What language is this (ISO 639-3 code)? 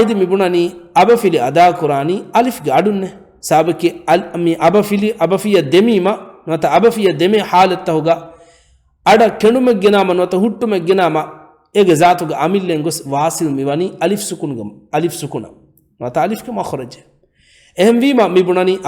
div